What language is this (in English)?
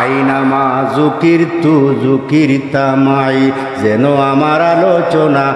Sylheti